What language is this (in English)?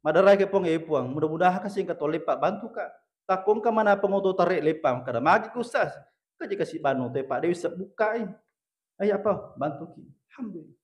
Buginese